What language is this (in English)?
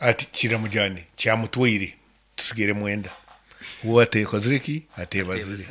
Nyankole